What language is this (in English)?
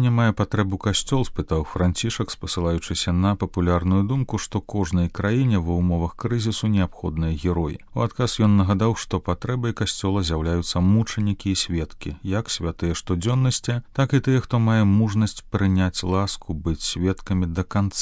Belarusian